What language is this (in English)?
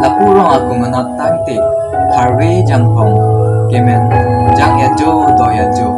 Karbi